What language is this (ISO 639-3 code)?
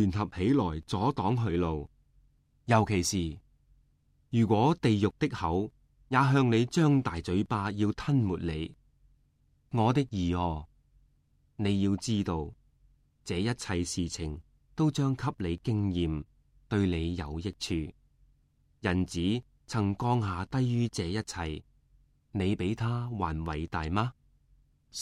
yue